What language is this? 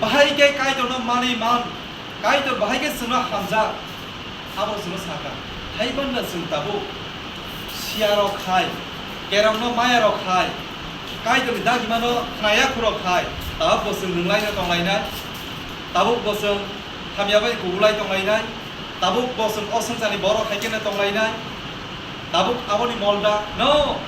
Kok Borok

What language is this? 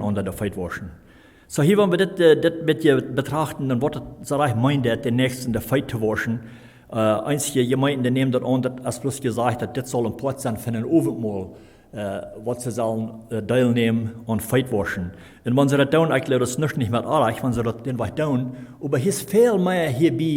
Plautdietsch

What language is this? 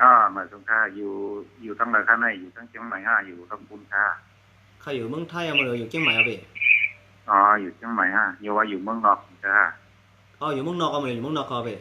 Shan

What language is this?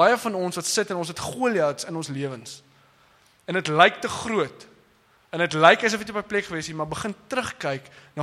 Afrikaans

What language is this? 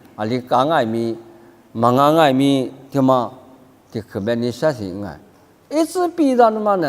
Lisu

